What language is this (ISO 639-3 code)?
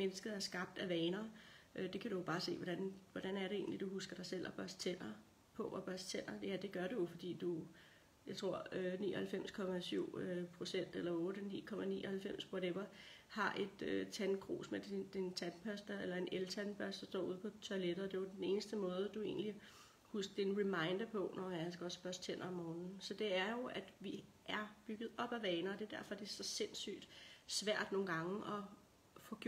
dan